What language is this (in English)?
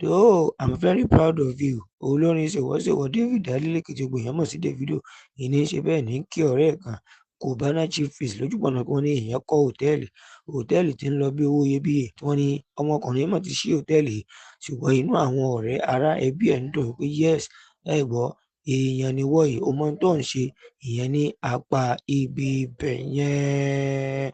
Yoruba